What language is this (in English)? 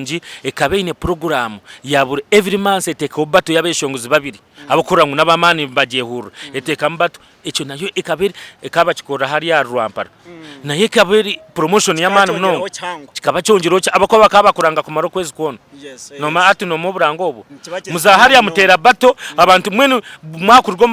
Nyankole